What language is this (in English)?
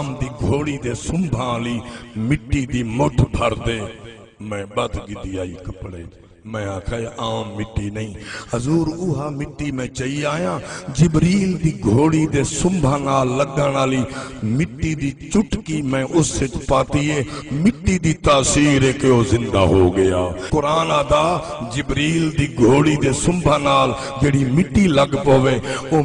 Saraiki